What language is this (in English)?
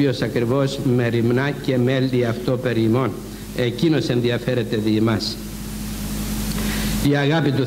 Greek